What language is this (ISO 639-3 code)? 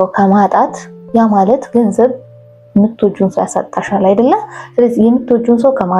amh